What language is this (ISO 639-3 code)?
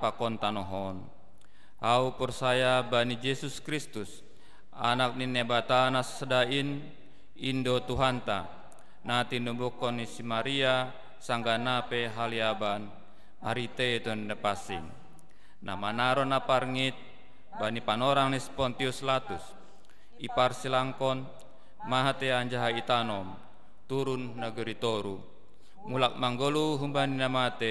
bts